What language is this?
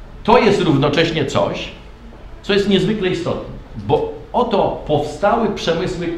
Polish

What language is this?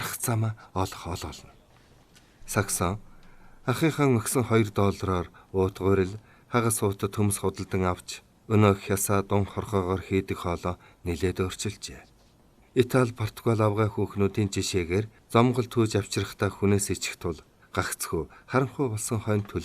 Mongolian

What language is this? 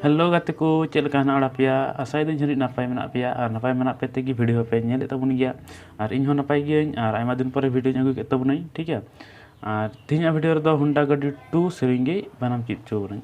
Santali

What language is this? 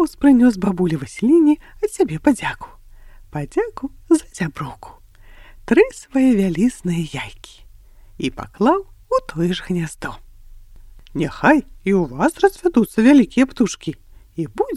Belarusian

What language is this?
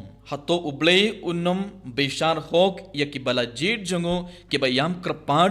Khasi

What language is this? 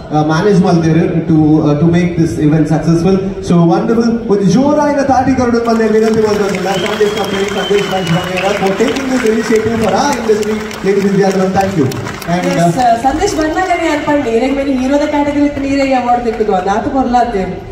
Tulu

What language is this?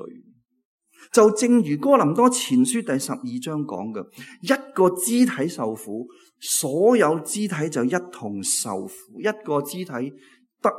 Cantonese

